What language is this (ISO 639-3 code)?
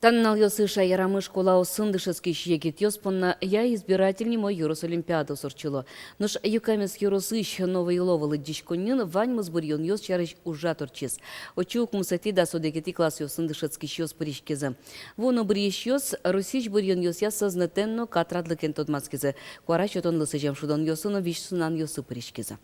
udm